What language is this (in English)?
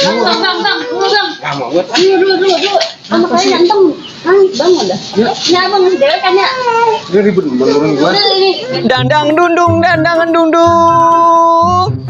Betawi